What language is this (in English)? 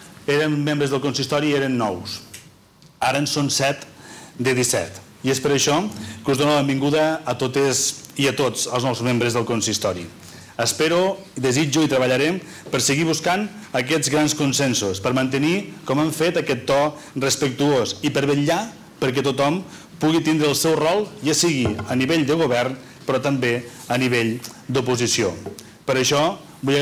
Catalan